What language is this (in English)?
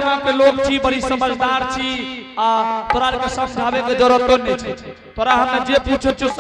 Angika